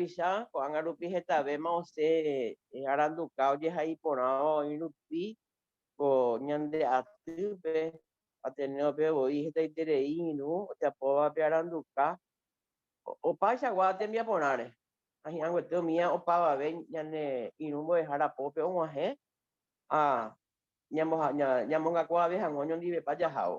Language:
Guarani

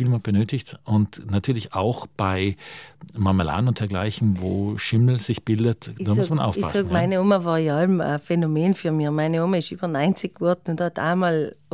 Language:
German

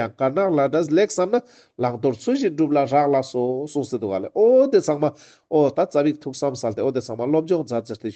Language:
Ladakhi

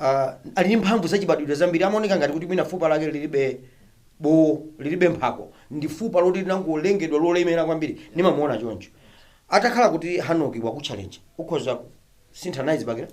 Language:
Nyanja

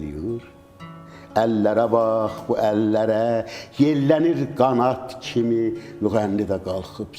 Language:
South Azerbaijani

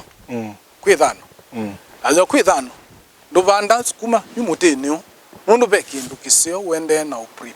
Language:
Kamba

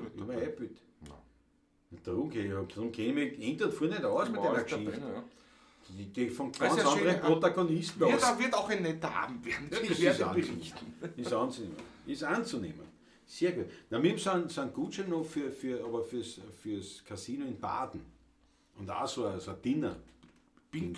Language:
Bavarian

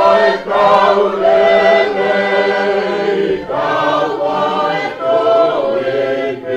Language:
Tongan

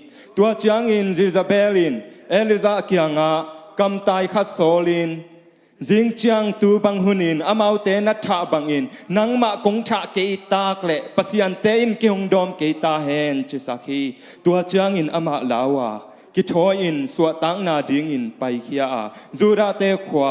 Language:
Tedim Chin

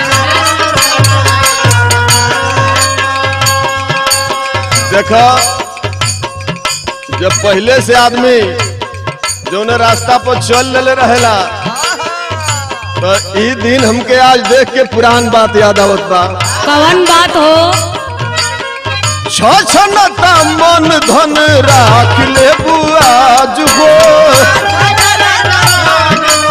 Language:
Bhojpuri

